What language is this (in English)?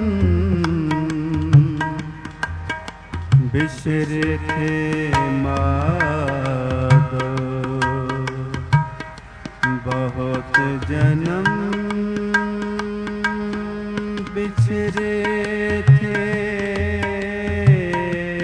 Punjabi